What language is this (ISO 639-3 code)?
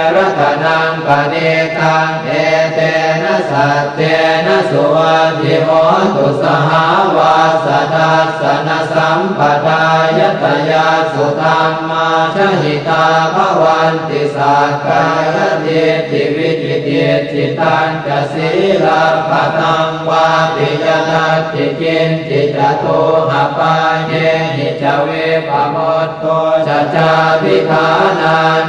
pli